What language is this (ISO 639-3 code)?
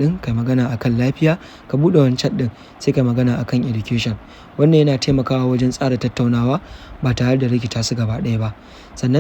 hau